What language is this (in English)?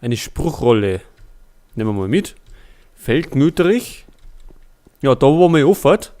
Bavarian